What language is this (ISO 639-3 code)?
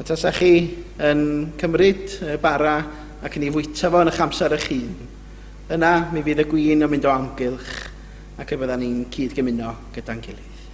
cym